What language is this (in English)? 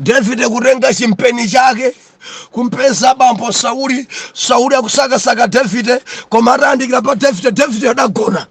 Nyanja